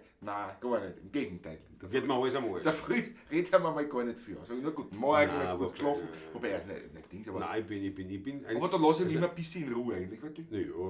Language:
Bavarian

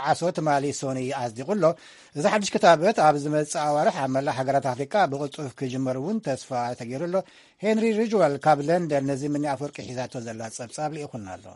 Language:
Tigrinya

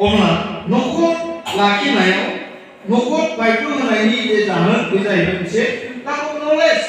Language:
Bodo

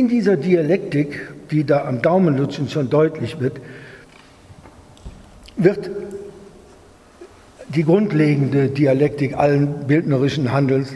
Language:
German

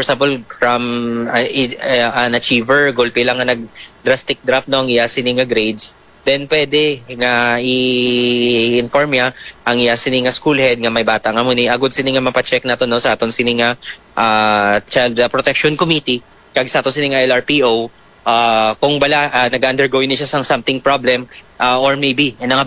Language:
Hiligaynon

